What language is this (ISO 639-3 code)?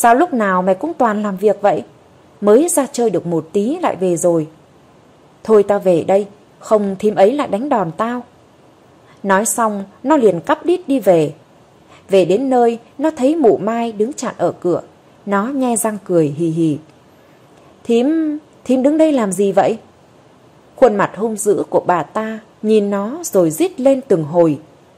vie